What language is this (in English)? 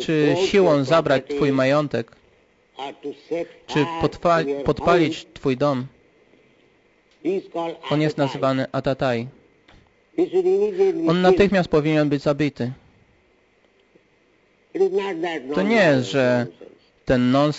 Polish